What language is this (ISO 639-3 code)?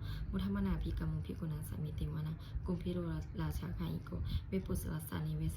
pli